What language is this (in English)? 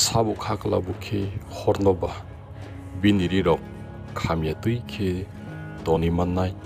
Kok Borok